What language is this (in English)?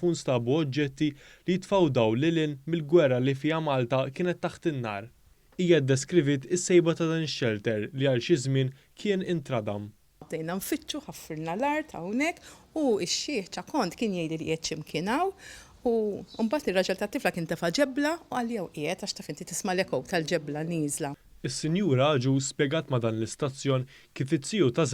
Maltese